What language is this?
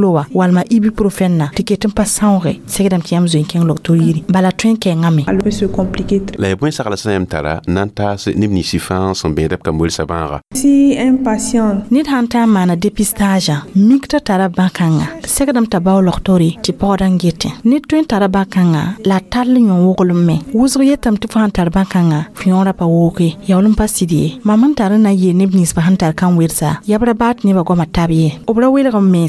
Mossi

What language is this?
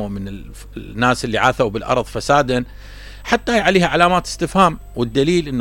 Mesopotamian Arabic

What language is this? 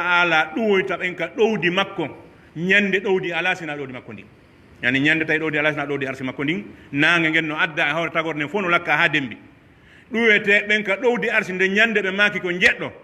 Pular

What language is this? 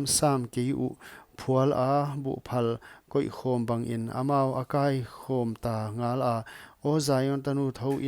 Paite Chin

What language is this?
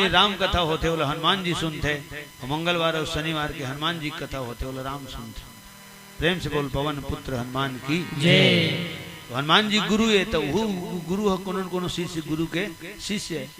Chhattisgarhi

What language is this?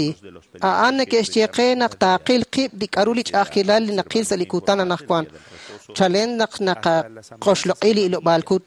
Kekchí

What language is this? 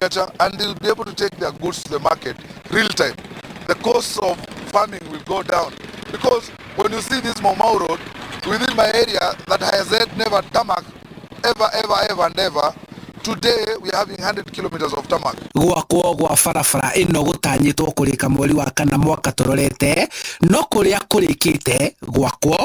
Kikuyu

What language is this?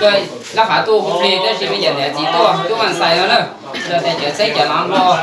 Hmong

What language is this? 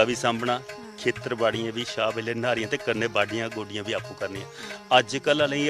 Dogri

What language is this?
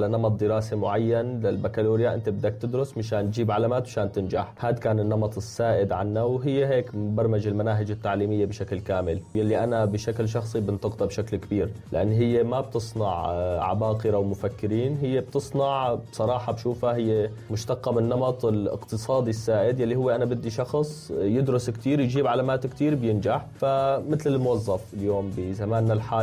North Levantine Arabic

